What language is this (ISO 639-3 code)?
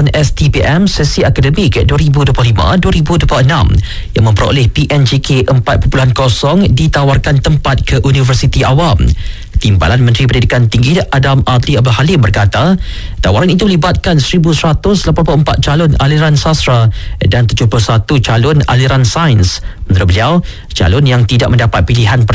msa